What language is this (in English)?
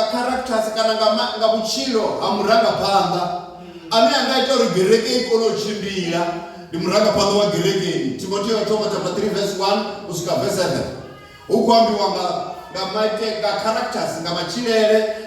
Venda